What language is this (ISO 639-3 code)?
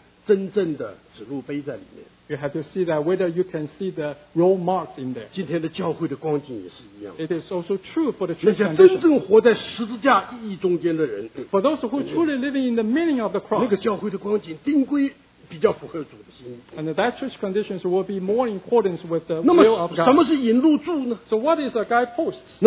zho